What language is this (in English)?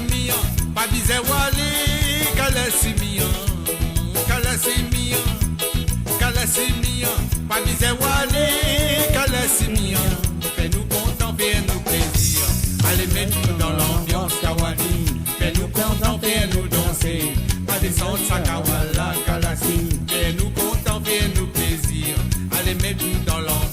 Morisyen